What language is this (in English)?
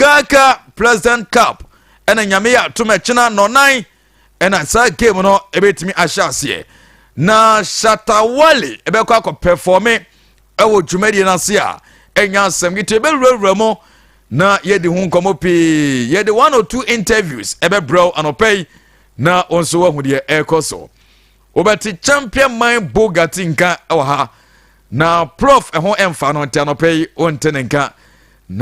Akan